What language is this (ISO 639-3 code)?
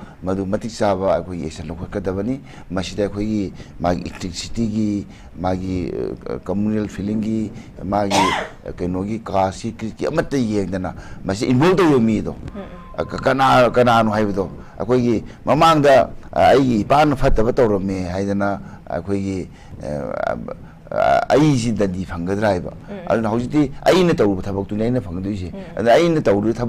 mni